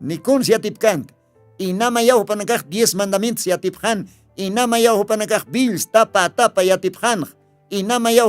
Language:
Aymara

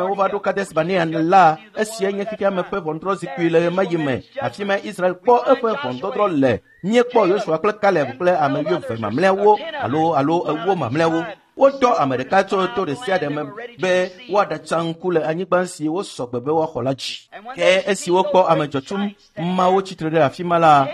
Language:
Ewe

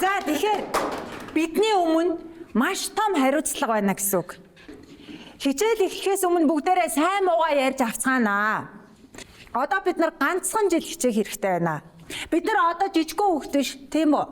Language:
Mongolian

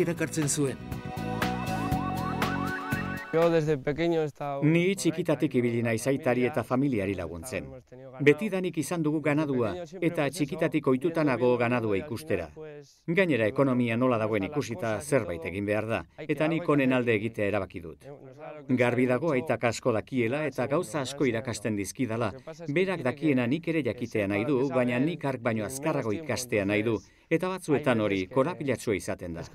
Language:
Basque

